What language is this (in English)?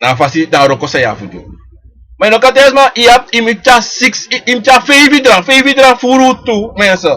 Sranan Tongo